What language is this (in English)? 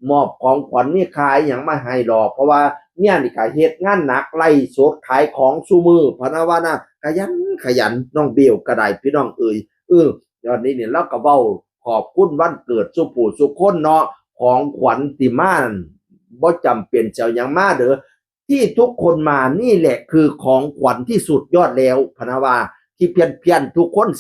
Northeastern Thai